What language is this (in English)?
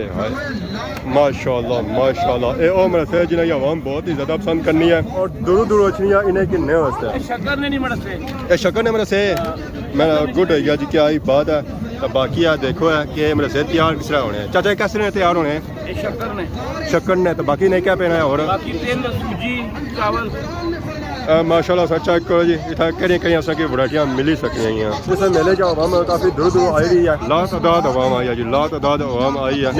Pahari-Potwari